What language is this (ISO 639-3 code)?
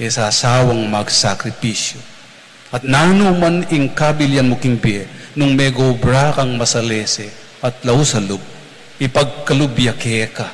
pam